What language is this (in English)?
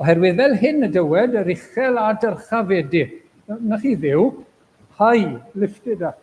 Welsh